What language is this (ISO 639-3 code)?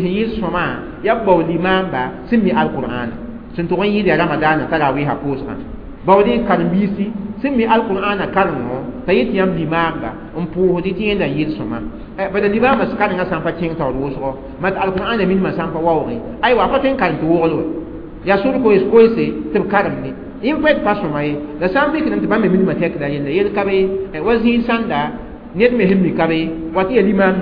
mos